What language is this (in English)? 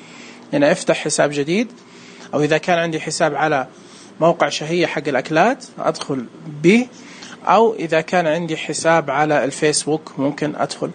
Najdi Arabic